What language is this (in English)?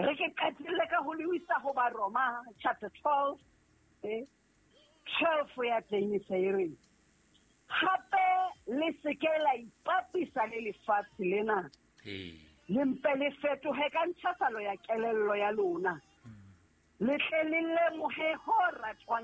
Southern Sotho